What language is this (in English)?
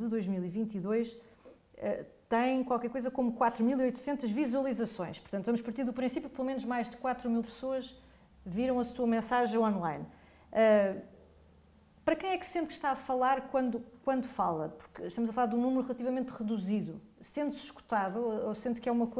Portuguese